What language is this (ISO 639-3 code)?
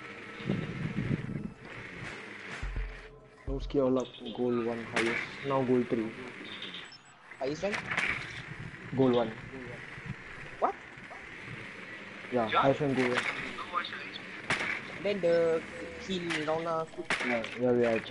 msa